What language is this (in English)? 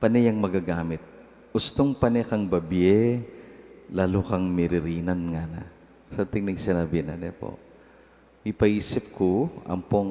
Pampanga